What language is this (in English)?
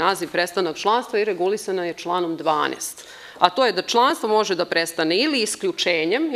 Serbian